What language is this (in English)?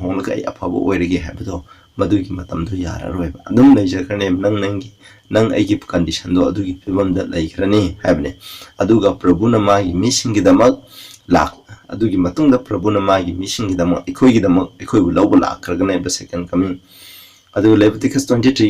Manipuri